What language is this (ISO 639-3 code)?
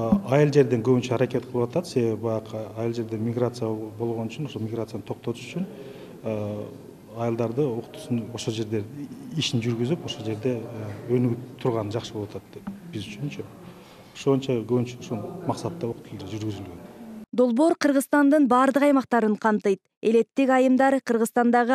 kir